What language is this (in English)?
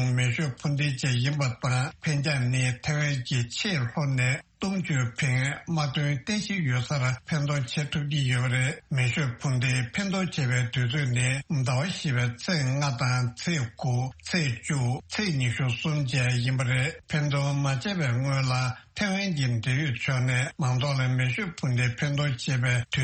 Tibetan